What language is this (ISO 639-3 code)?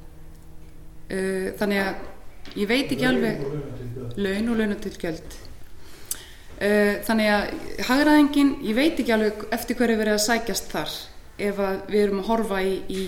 isl